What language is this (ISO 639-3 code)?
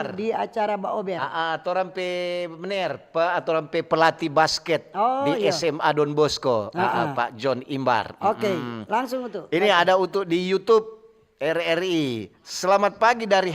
xmm